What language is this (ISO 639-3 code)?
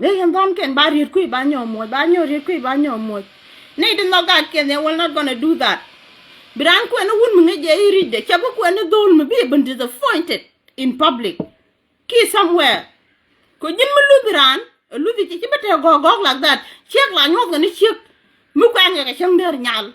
nus